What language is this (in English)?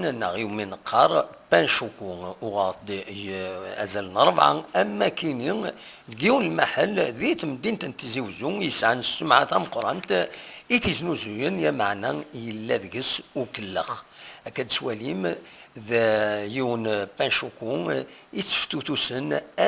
Kabyle